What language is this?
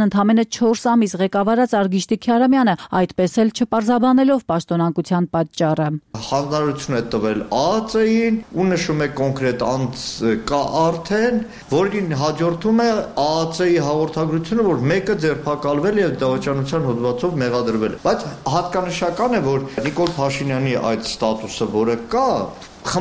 Armenian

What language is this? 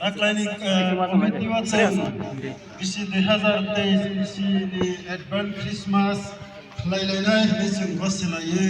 Kok Borok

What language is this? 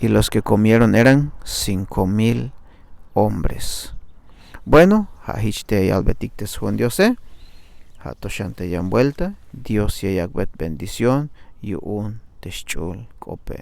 Tzeltal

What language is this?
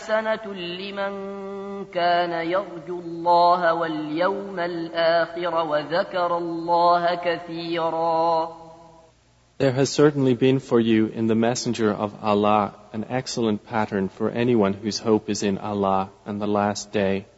Arabic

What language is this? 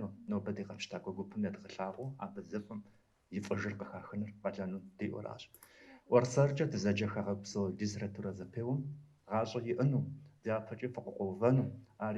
Kabardian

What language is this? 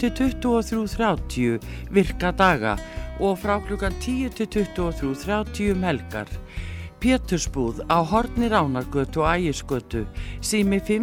Icelandic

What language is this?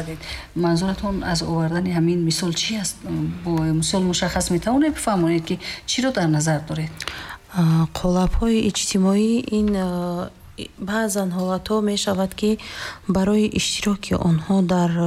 Tajik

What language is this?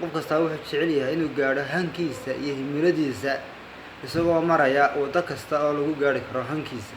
Somali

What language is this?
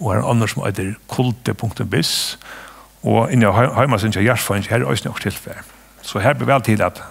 Faroese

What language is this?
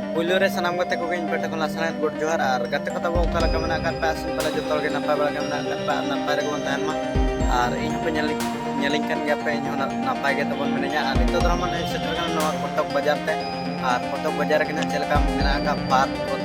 Santali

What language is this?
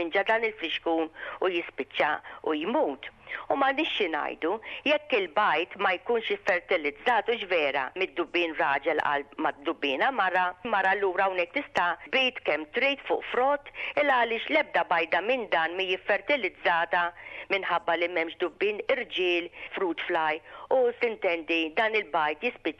Maltese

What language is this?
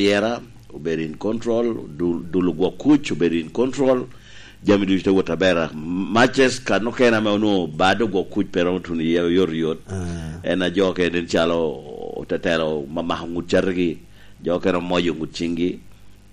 Lango (Uganda)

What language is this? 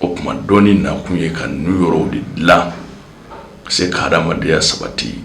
Bambara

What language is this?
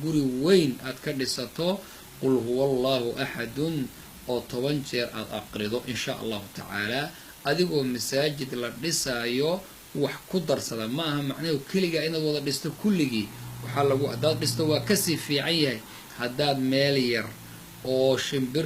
Somali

